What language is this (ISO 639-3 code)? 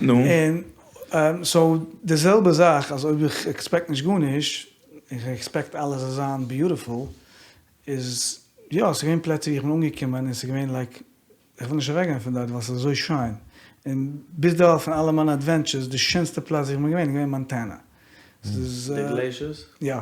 yid